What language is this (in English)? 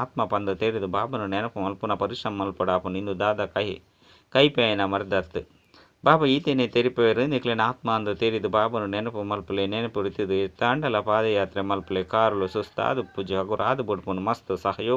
Tulu